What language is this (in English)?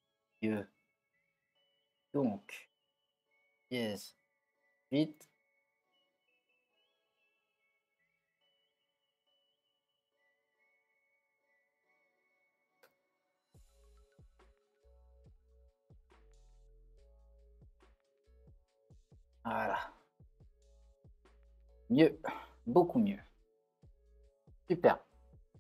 French